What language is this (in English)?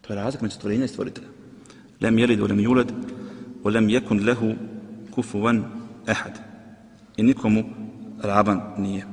Bosnian